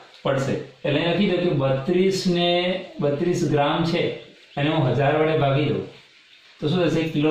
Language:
Gujarati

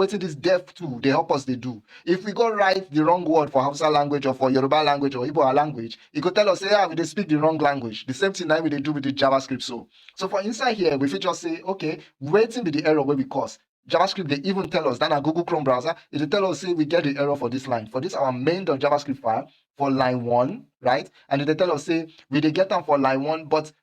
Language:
Nigerian Pidgin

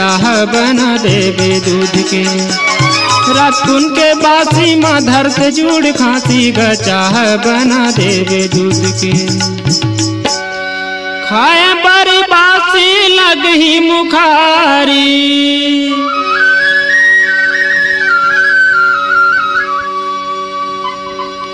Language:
Chhattisgarhi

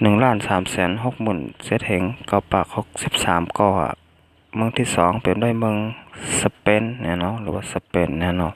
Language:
Shan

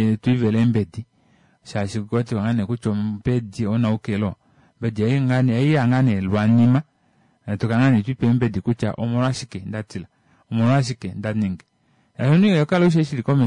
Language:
Kuanyama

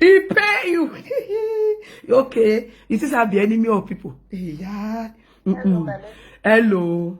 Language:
Nigerian Pidgin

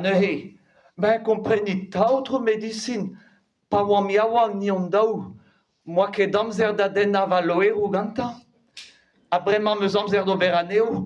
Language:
Breton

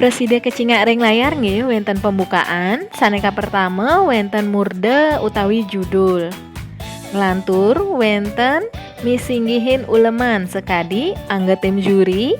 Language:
Balinese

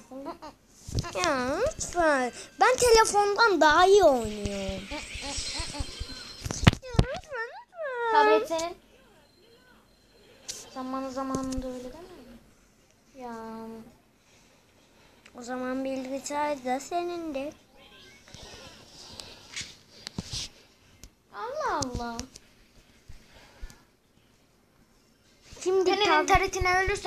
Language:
Turkish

